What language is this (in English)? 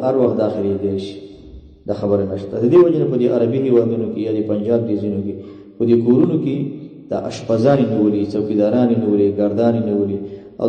Pashto